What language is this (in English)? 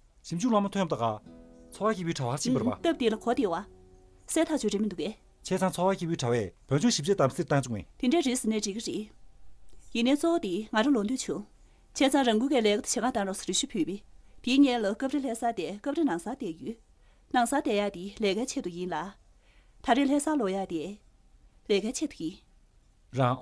Tibetan